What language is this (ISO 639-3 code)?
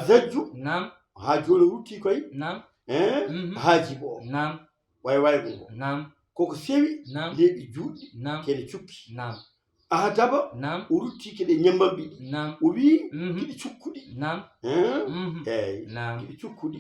ful